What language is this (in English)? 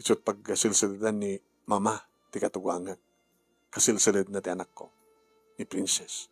Iloko